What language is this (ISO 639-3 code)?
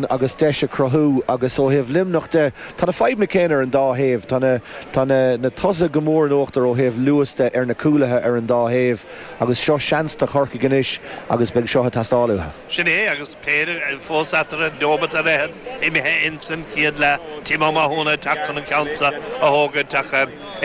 gle